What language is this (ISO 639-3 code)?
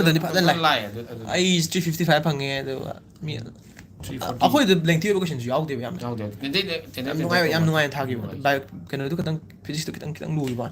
mni